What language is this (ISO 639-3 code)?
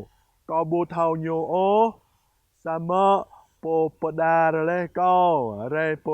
jra